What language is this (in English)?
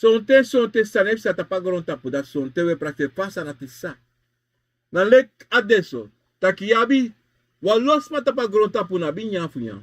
Sranan Tongo